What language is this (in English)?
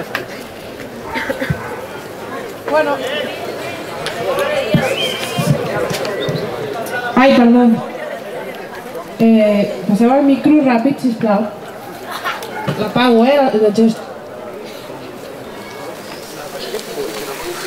Catalan